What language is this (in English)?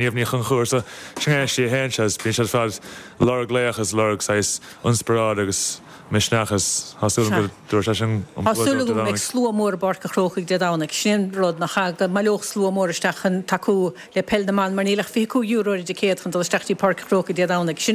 Irish